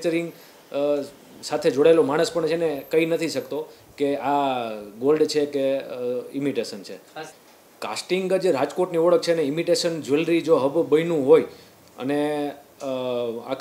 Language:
Gujarati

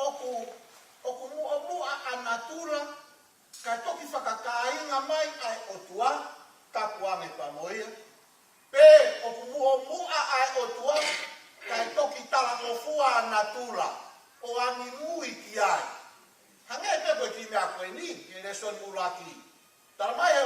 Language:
Tongan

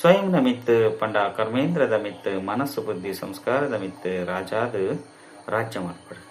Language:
Tulu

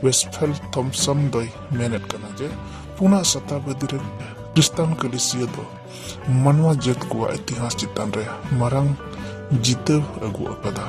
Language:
Santali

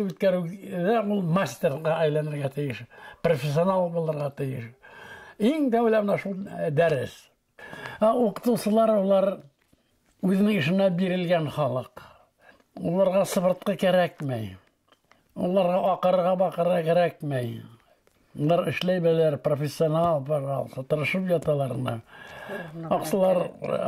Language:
Bashkir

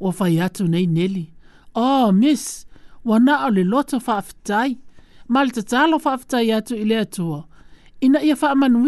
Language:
Samoan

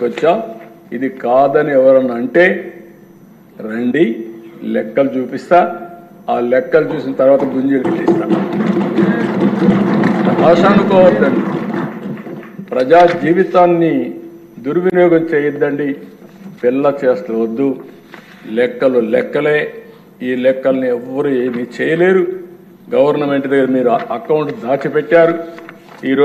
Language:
Telugu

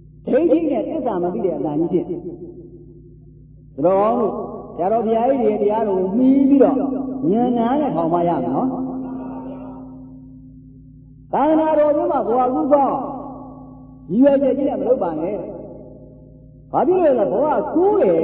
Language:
Burmese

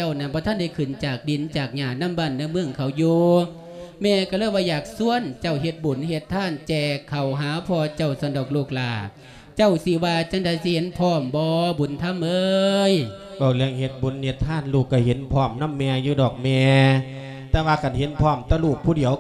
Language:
Lao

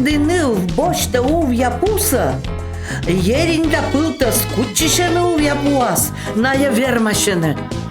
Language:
Komi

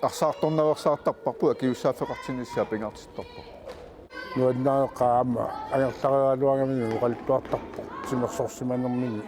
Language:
Kalaallisut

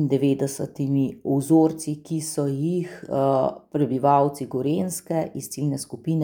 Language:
Slovenian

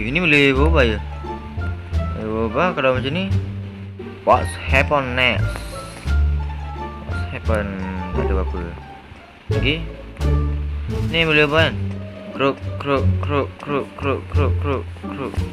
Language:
Malay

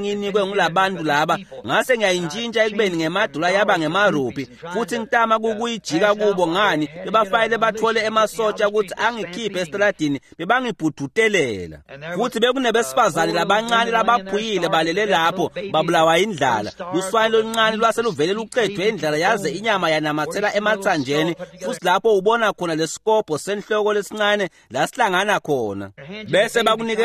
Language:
Swati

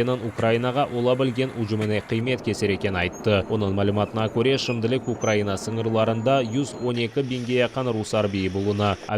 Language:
Crimean Tatar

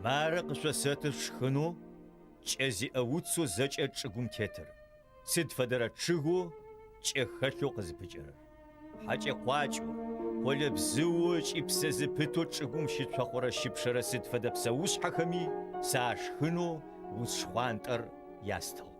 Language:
Adyghe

